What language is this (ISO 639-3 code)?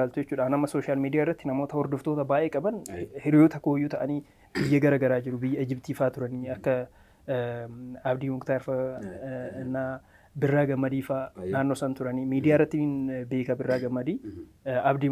orm